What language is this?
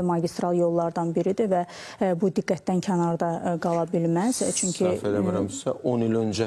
Azerbaijani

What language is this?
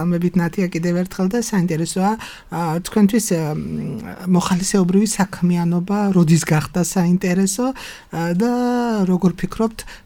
Georgian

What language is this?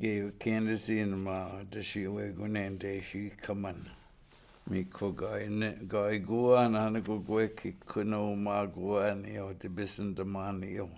Chippewa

